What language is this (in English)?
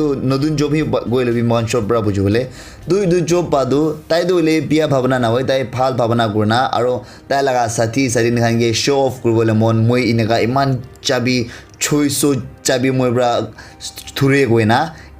Naga Pidgin